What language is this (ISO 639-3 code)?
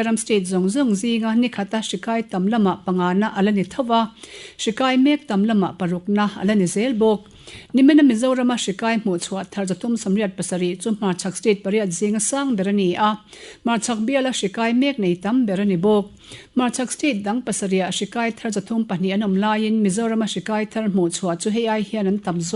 lus